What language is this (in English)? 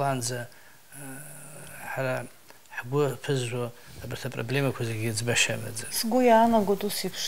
Abkhazian